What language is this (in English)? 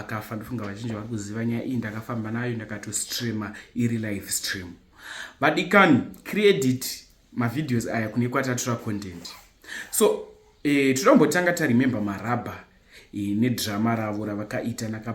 Shona